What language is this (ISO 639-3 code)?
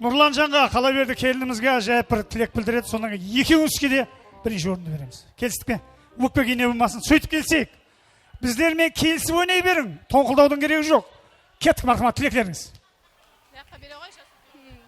kaa